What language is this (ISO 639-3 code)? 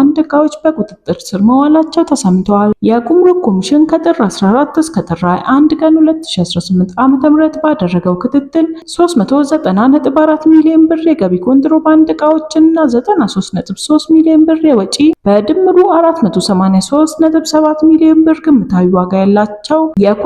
amh